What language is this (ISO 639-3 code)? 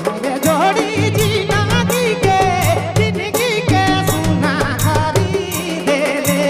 sck